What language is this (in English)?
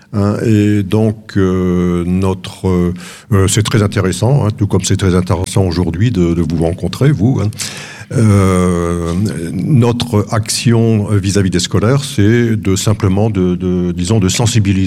French